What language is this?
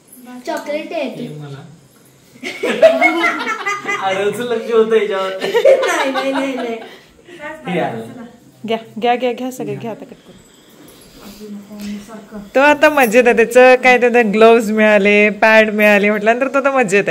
Marathi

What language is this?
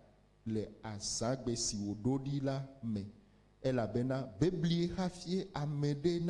Ewe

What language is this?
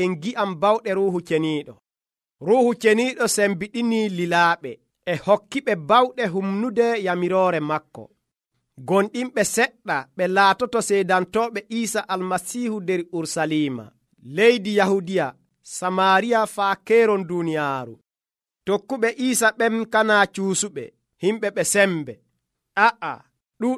Nigerian Fulfulde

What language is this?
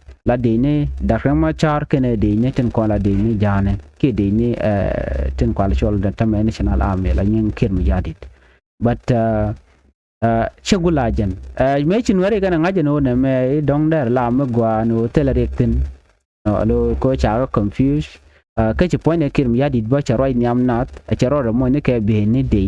Nuer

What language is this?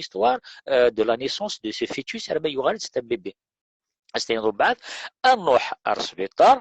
Kabyle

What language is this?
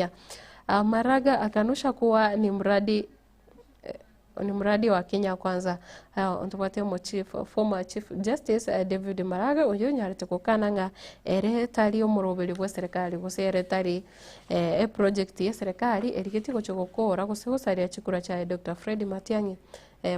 Gusii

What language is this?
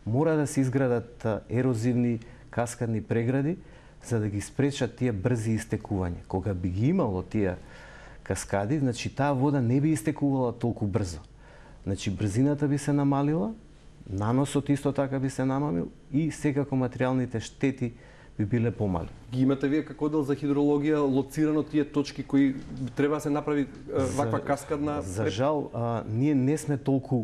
Macedonian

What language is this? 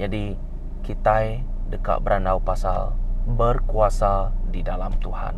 Iban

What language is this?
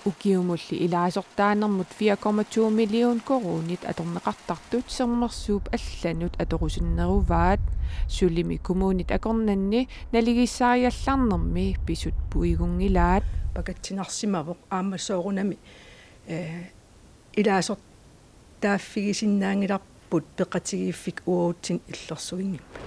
Kalaallisut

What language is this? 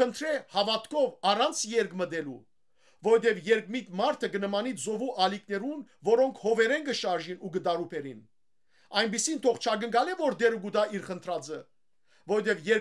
Western Armenian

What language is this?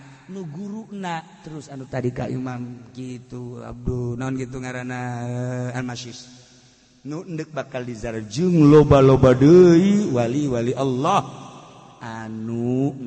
Sundanese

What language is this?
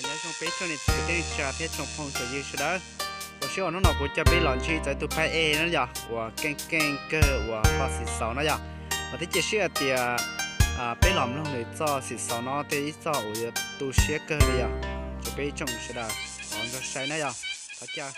Hmong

